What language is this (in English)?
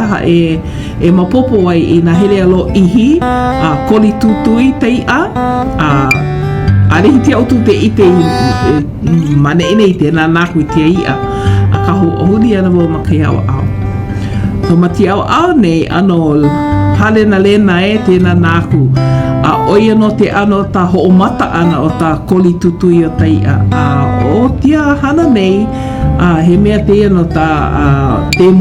Hawaiian